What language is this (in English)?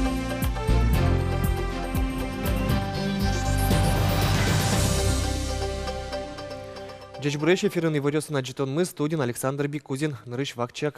Udmurt